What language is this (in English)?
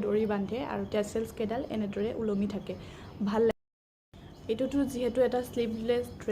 Assamese